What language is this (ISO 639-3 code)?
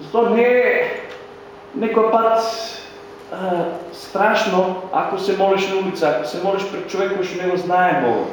mkd